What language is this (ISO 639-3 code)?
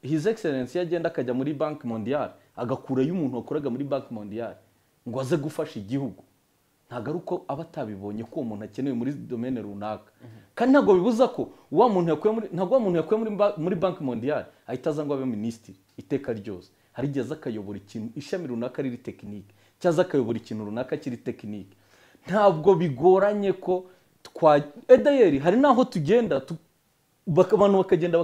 kin